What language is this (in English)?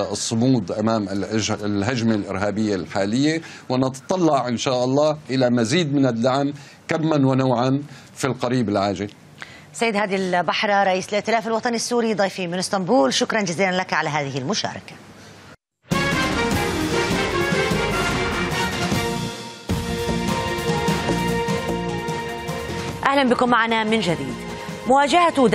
Arabic